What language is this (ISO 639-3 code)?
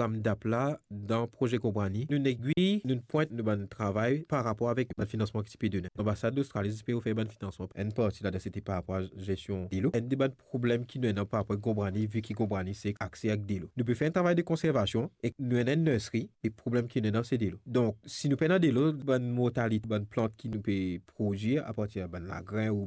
mfe